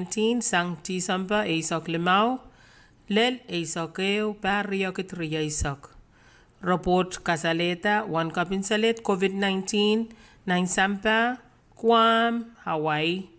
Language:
Pohnpeian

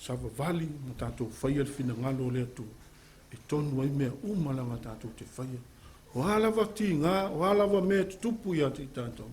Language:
Samoan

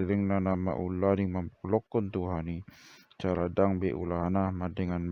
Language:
Batak Toba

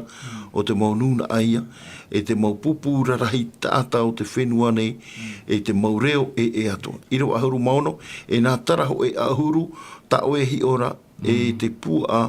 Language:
Tahitian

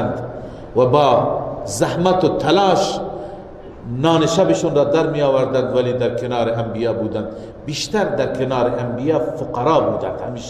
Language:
Persian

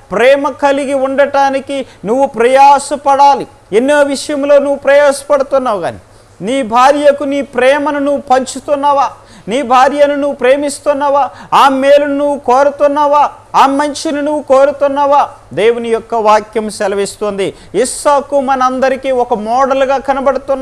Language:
Telugu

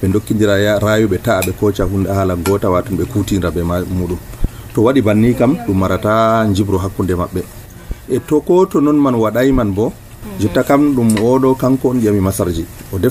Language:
Nigerian Fulfulde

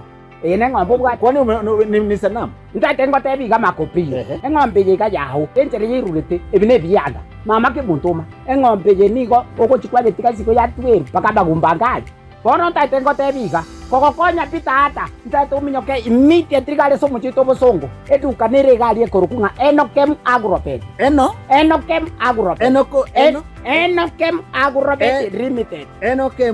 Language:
Gusii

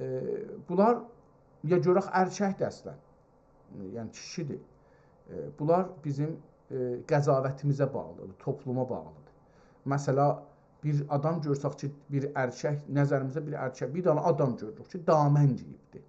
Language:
South Azerbaijani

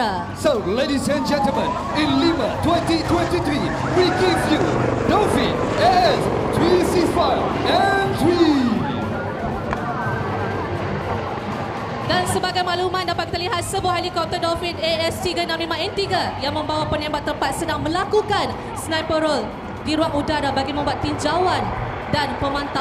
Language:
Malay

